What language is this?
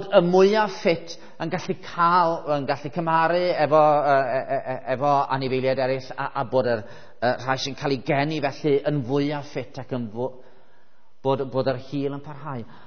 Welsh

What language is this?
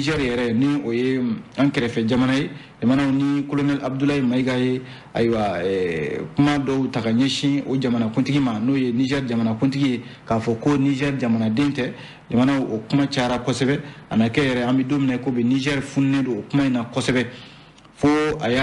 Bambara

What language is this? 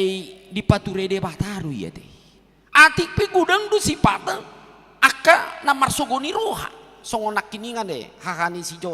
Batak Toba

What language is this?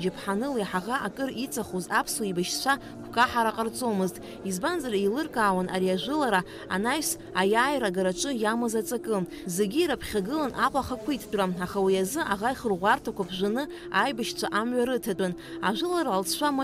Abkhazian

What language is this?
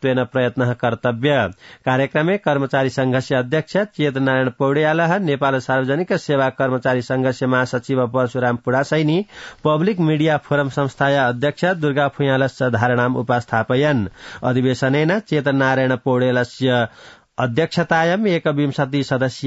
Sanskrit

